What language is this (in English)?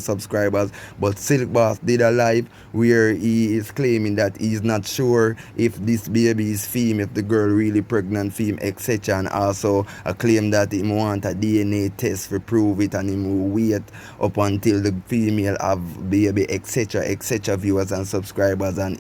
Jamaican Creole English